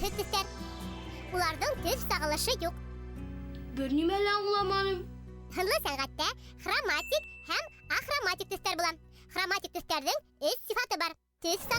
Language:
Bashkir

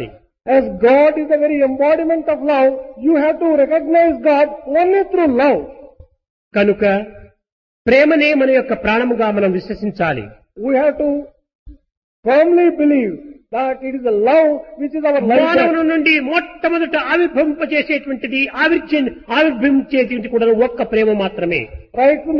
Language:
Telugu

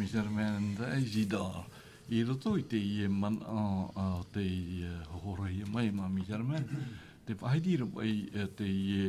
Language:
Tahitian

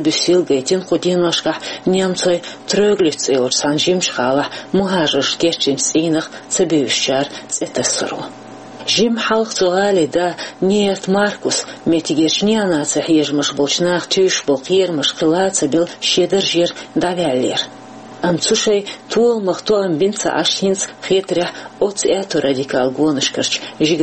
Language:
Chechen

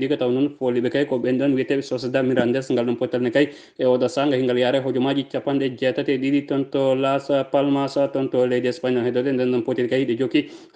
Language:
Fula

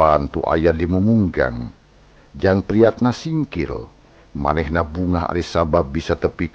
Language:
Sundanese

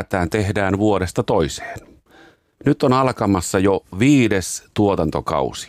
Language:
Finnish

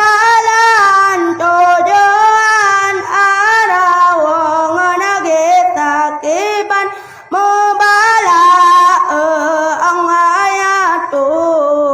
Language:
Achinese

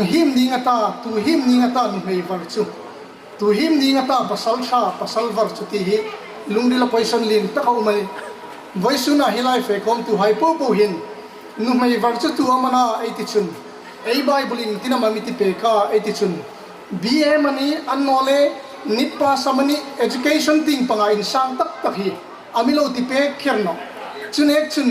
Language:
Hmar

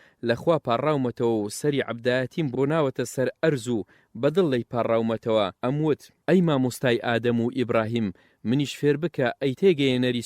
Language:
Central Kurdish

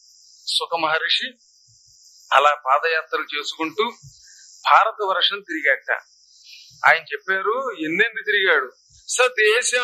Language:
Telugu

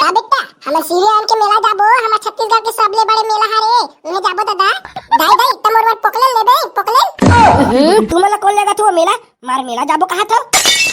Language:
Chhattisgarhi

